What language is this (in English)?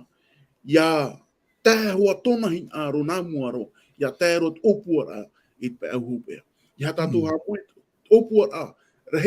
Tahitian